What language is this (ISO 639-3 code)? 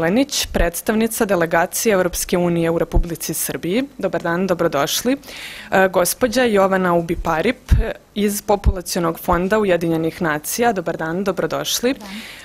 srp